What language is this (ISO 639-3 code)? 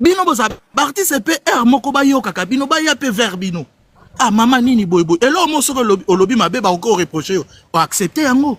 lin